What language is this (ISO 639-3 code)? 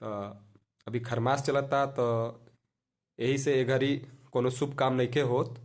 bho